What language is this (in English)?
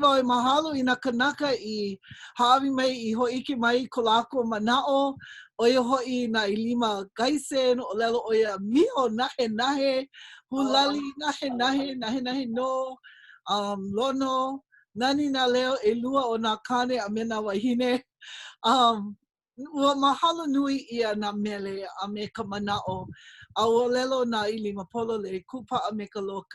Hawaiian